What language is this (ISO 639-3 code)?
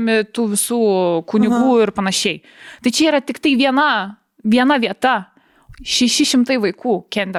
lit